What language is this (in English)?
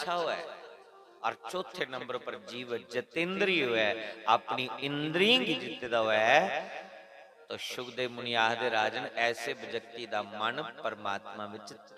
Dogri